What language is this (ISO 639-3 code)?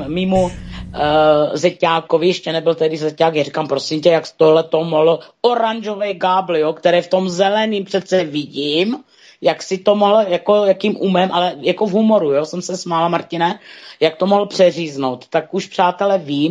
ces